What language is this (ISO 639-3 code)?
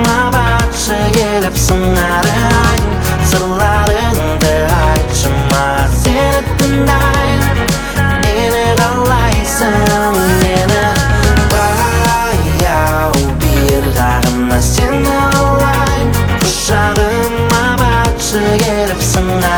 kaz